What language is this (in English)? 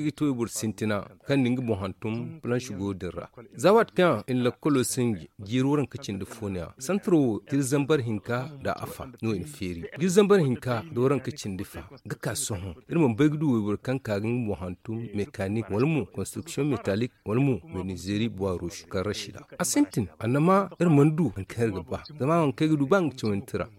Zarma